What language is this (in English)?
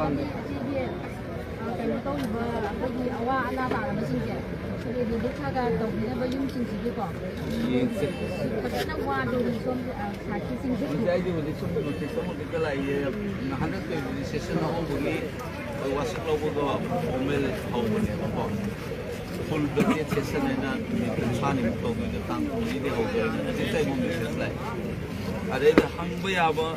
Manipuri